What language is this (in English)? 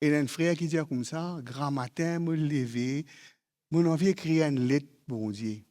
Morisyen